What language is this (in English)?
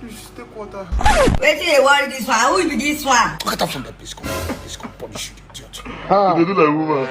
Nigerian Pidgin